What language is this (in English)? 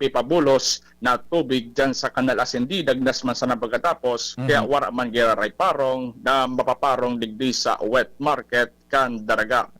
Bikol